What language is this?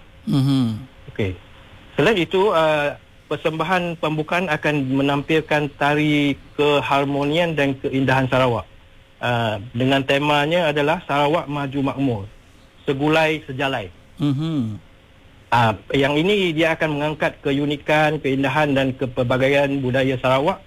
Malay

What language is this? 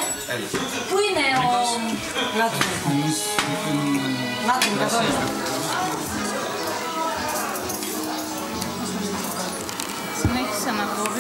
Greek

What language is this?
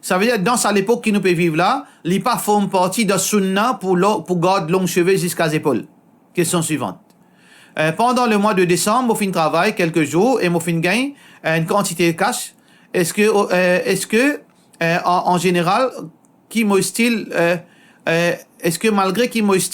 Morisyen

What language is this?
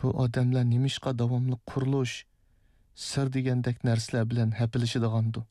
Uyghur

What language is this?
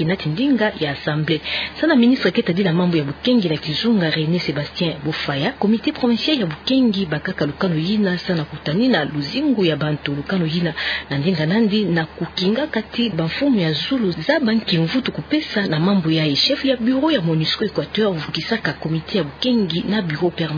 Kituba (Democratic Republic of Congo)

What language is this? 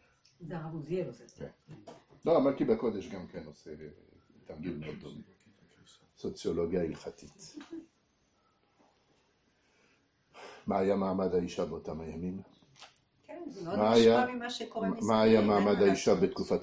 Hebrew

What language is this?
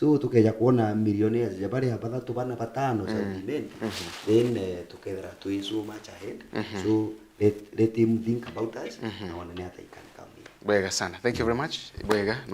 Meru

